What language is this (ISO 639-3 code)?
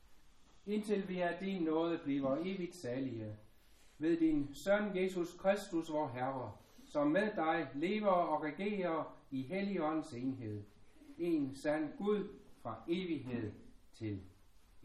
dan